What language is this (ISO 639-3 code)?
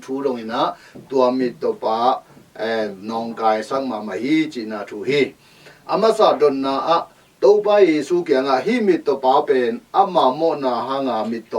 ctd